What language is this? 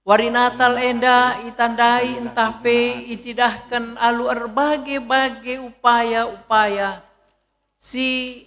Batak Karo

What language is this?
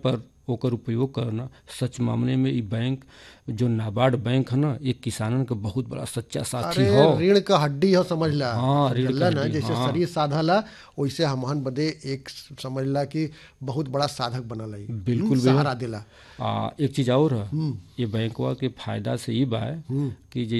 Bhojpuri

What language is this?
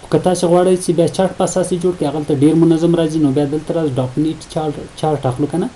Pashto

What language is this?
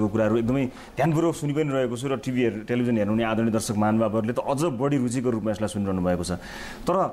Nepali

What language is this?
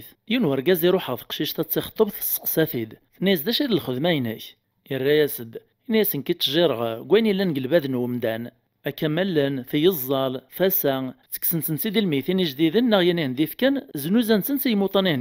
Kabyle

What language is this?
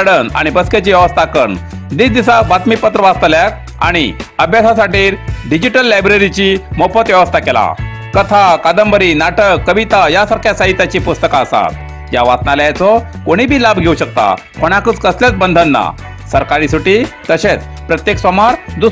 Konkani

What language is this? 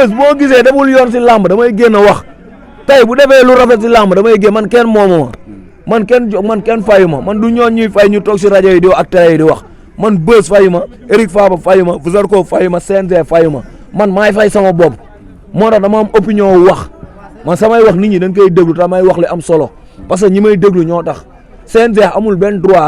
Wolof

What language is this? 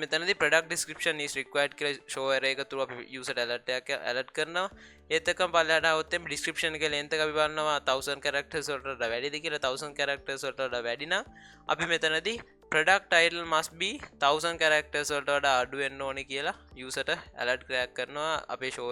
Sinhala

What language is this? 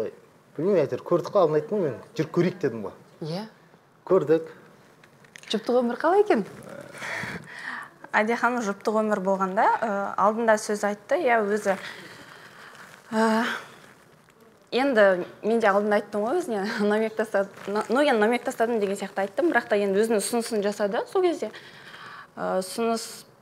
Kazakh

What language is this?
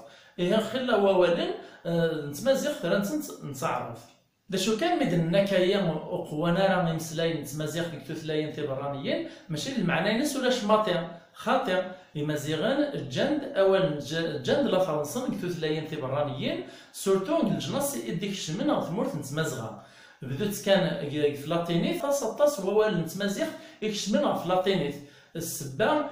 Kabyle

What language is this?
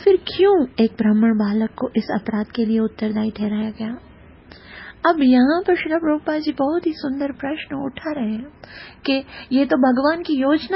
Hindi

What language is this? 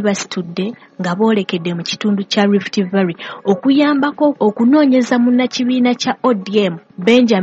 Ganda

